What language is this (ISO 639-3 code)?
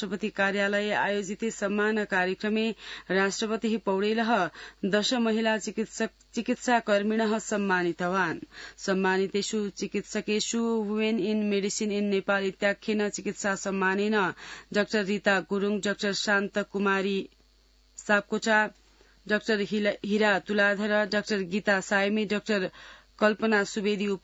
san